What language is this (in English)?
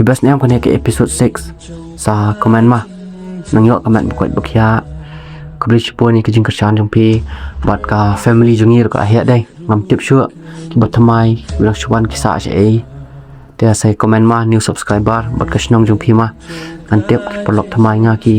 Khasi